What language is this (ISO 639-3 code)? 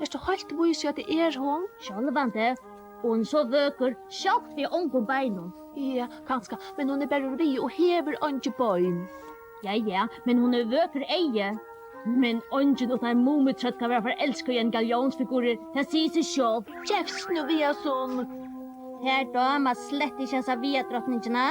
fao